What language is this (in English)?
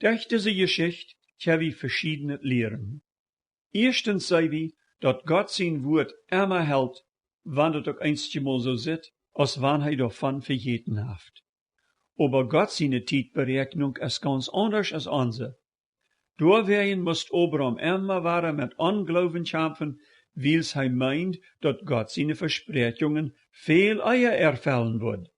Plautdietsch